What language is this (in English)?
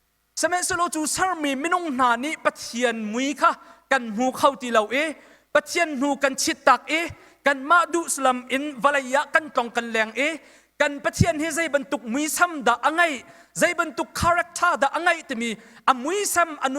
Hakha Chin